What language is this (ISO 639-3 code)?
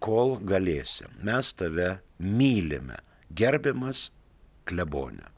lit